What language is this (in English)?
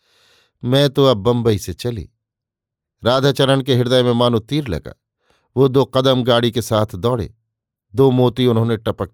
Hindi